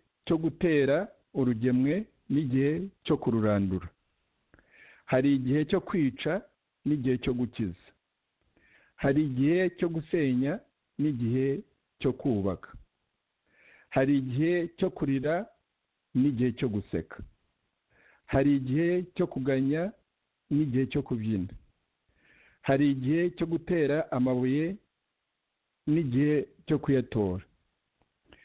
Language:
Kinyarwanda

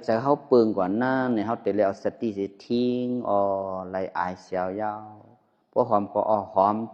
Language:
Shan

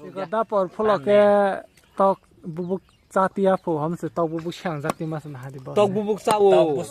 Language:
Kok Borok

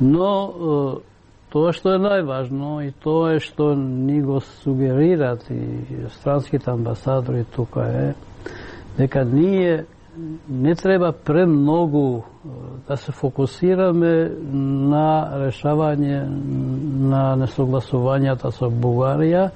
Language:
Macedonian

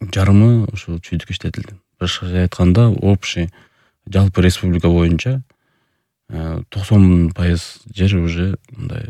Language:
Kyrgyz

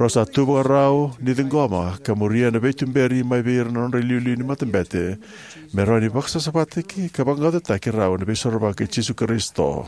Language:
Fijian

